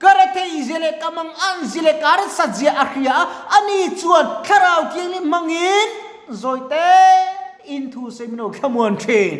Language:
Mizo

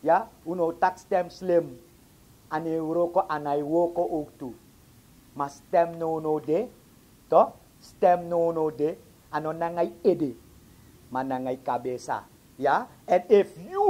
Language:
Sranan Tongo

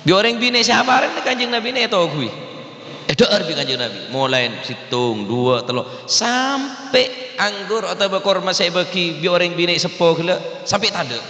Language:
Madurese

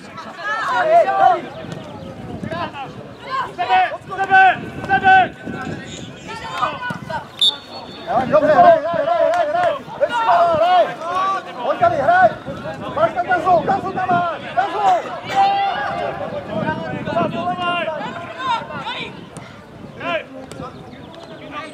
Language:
Czech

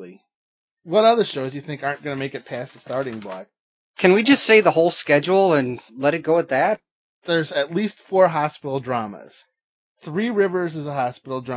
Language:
English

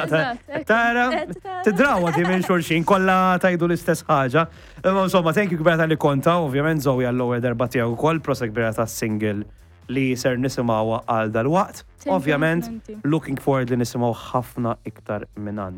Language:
Maltese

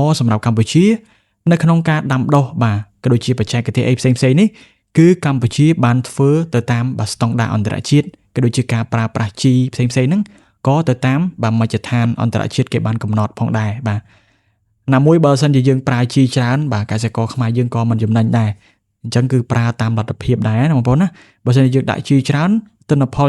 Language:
Khmer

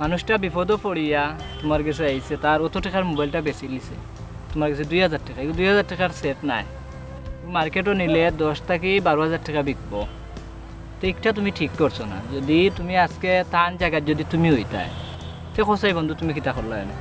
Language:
Sylheti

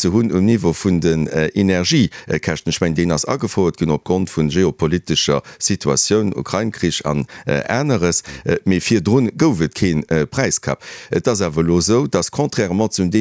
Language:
Luxembourgish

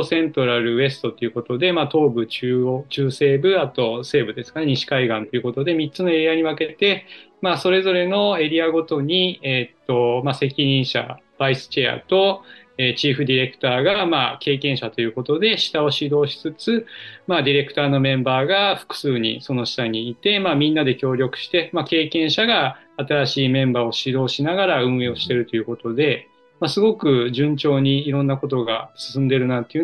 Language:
Japanese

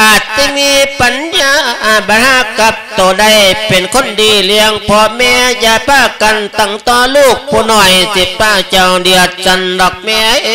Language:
Lao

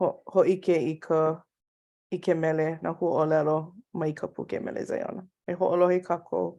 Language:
Hawaiian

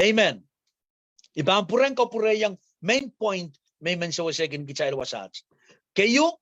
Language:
Pohnpeian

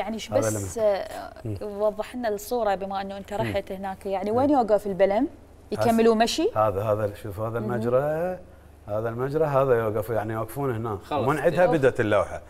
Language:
Mesopotamian Arabic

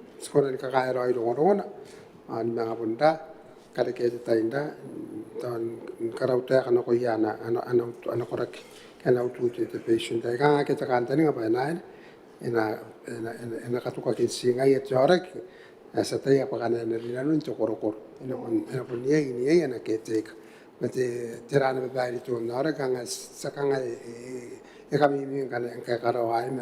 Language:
Gilbertese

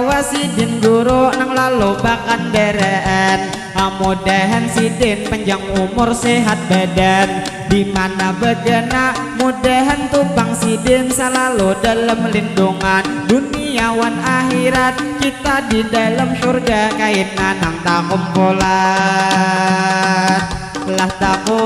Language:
Banjar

